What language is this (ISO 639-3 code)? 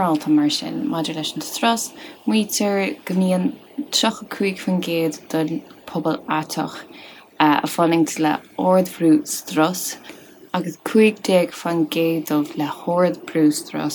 gle